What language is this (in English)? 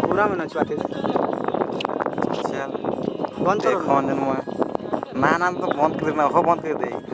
Sadri